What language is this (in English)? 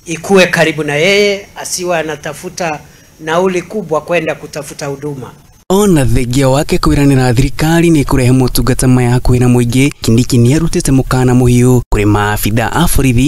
Kikuyu